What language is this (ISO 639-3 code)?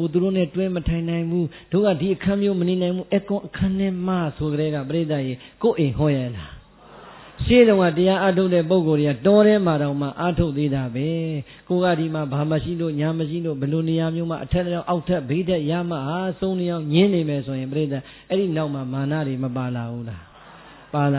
mya